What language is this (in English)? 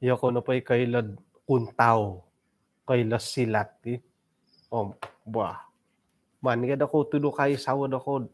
Central Dusun